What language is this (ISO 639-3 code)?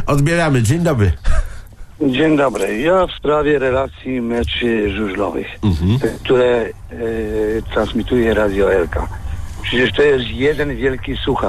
pol